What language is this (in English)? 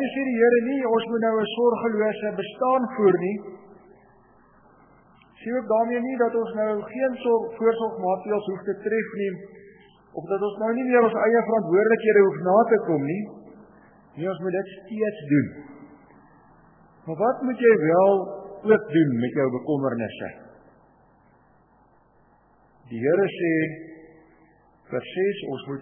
Afrikaans